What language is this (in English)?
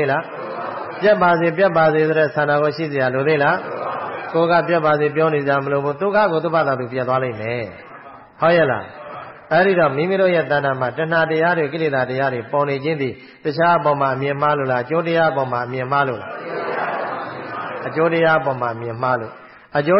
Burmese